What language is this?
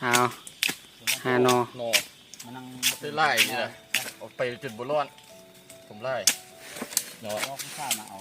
Lao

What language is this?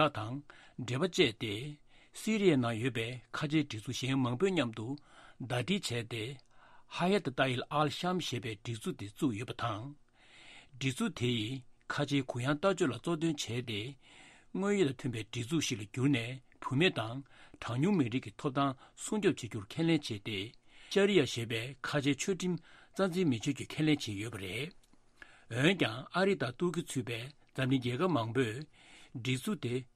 Tibetan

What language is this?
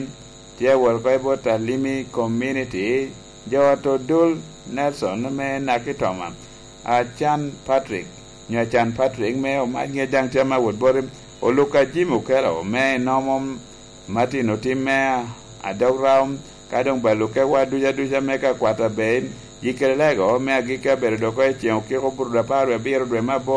Lango (Uganda)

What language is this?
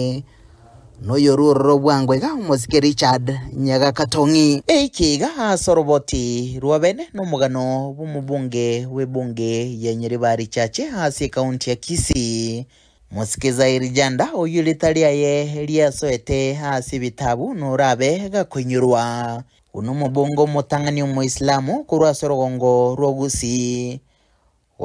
Gusii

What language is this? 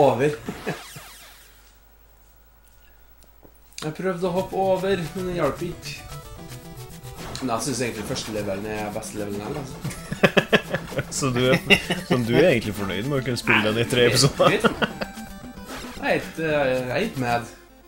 Norwegian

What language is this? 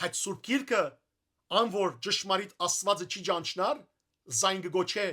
Western Armenian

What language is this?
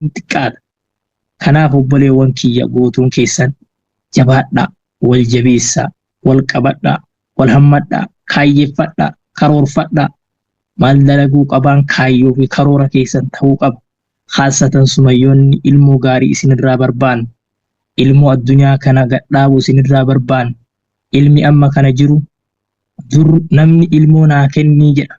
Oromo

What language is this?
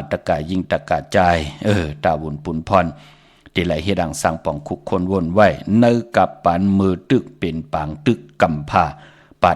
Shan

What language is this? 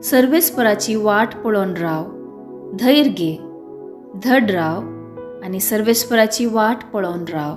Konkani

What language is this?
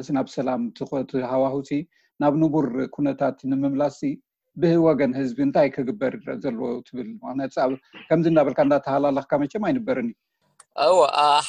Tigrinya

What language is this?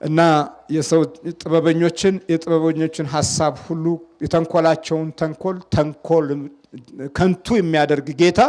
Amharic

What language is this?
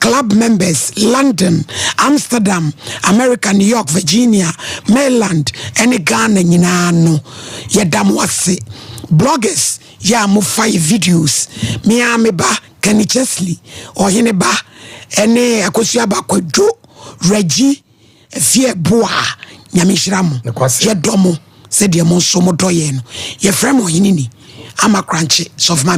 Akan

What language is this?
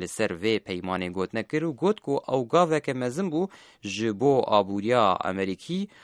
Kurdish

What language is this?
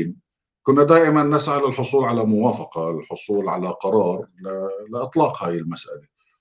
North Levantine Arabic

